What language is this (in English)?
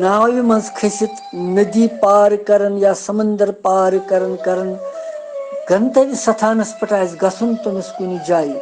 Kashmiri